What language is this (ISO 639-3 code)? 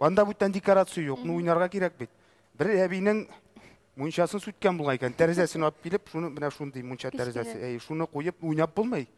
tat